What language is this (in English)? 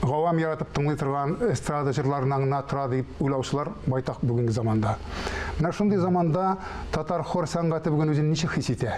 Tatar